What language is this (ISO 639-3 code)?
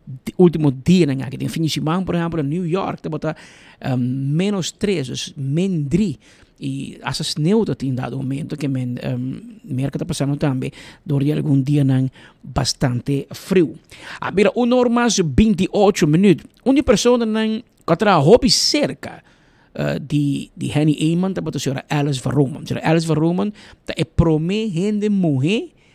pap